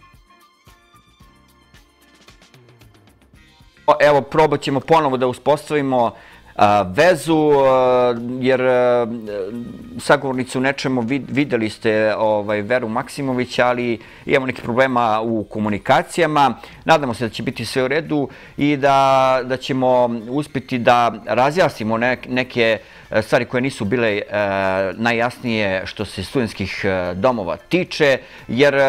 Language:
Serbian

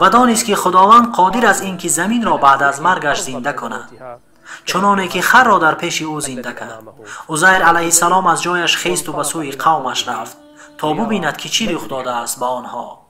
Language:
Tajik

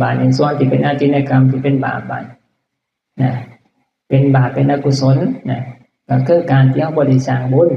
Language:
Northeastern Thai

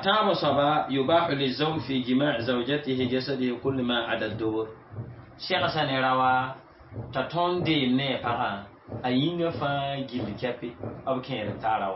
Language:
Mossi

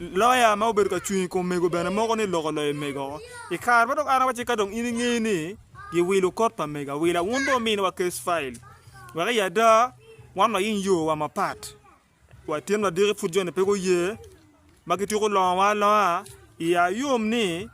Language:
Acoli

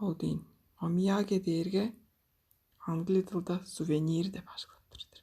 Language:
Tuvinian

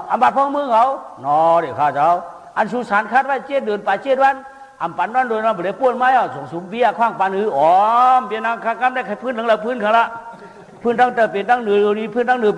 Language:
Shan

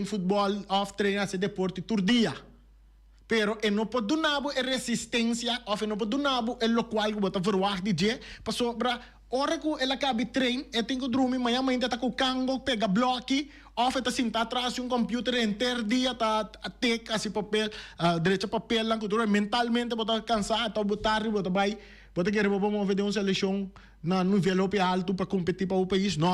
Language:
Papiamento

